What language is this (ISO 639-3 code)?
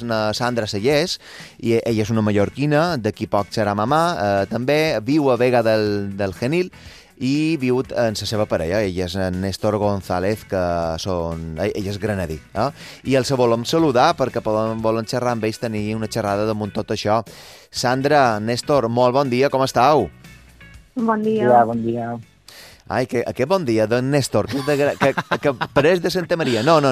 cat